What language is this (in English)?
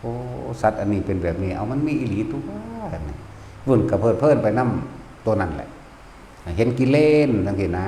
Northeastern Thai